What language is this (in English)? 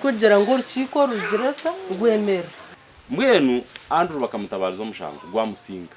Nyankole